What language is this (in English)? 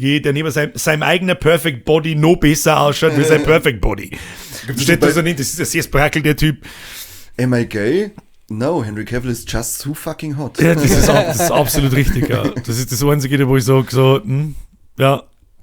Bavarian